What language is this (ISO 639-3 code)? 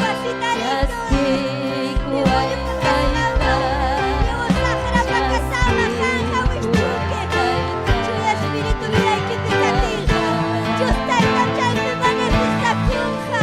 quy